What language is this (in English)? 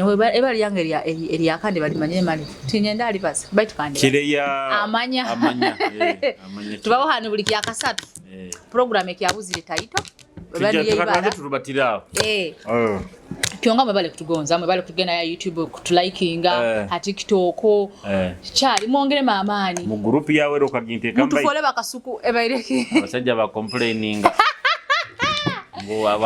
Nyoro